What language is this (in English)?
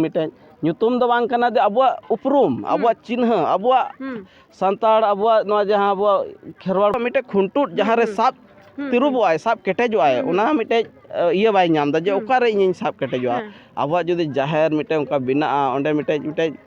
Santali